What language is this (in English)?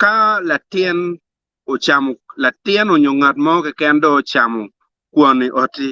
Acoli